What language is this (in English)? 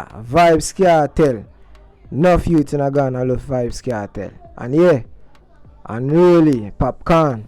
Jamaican Creole English